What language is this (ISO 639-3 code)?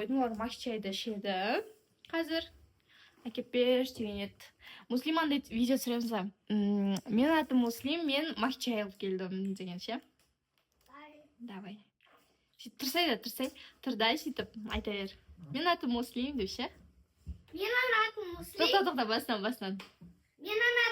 kaz